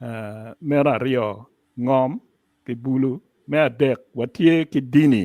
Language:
Acoli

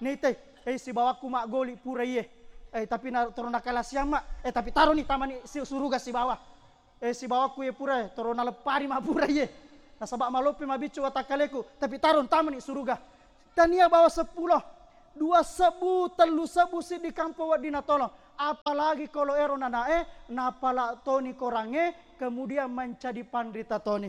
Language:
Buginese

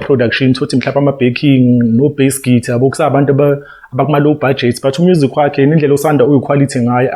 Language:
Zulu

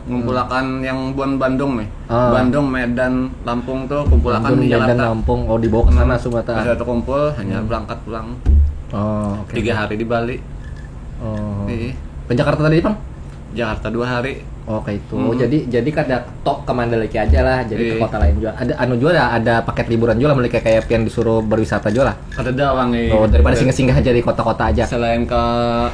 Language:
Banjar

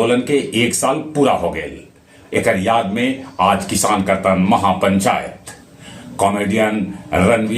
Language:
Magahi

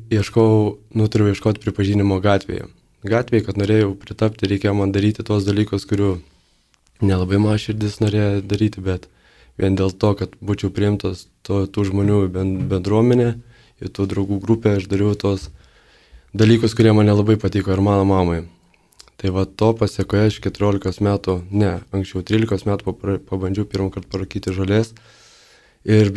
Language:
Lithuanian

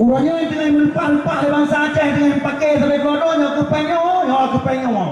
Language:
Achinese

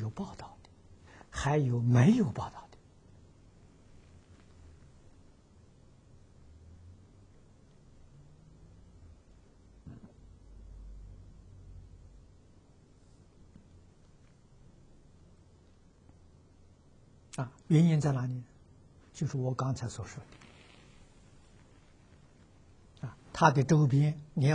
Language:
Chinese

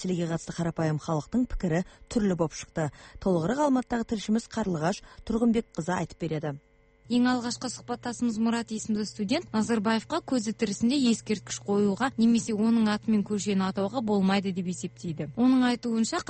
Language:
Kazakh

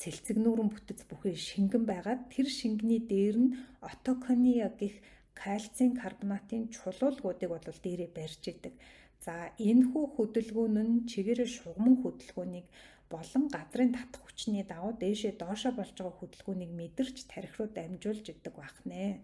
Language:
Mongolian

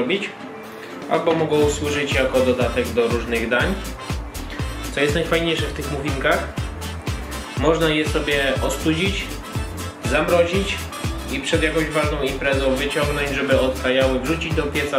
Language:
Polish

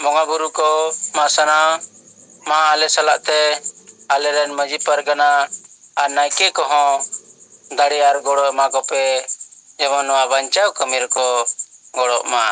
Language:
Santali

